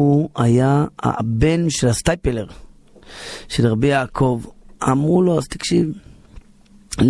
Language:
Hebrew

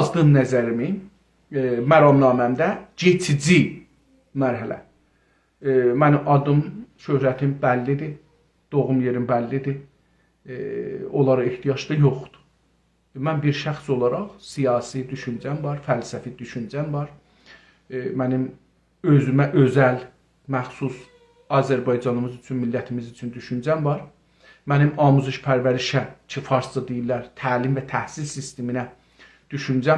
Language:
South Azerbaijani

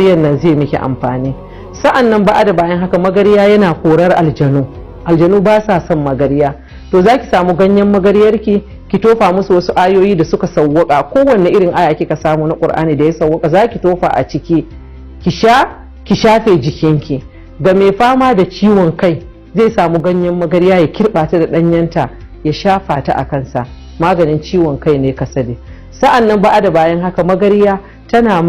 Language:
Hausa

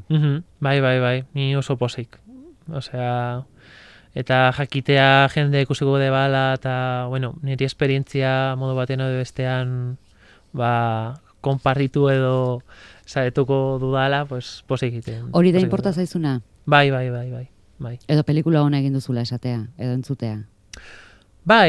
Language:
Basque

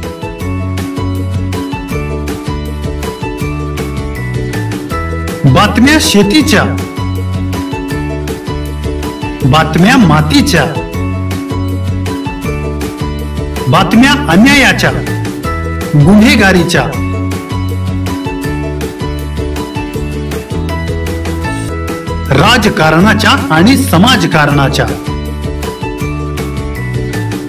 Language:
Marathi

